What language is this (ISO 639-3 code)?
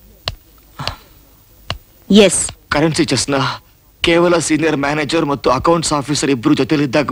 kan